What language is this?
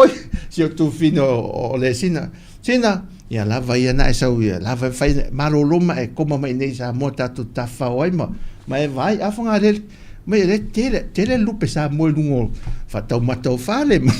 Samoan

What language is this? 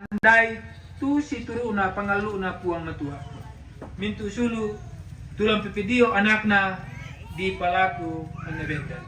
Toraja-Sa'dan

